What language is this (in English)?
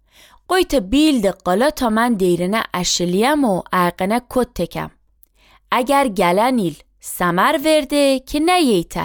Azerbaijani